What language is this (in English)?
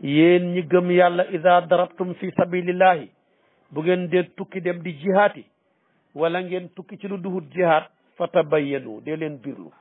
Wolof